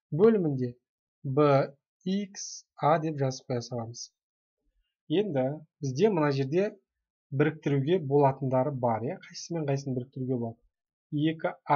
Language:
Kazakh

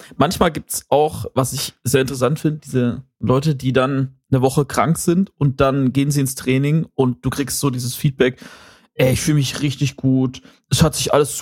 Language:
German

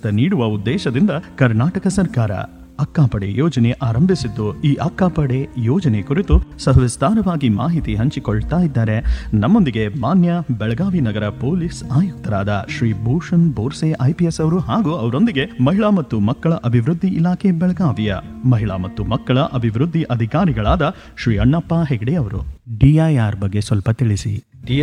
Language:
Kannada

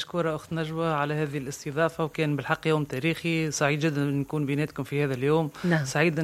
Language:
Tunisian Arabic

